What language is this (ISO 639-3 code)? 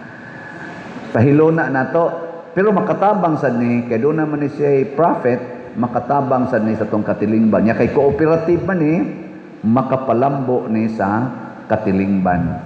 ceb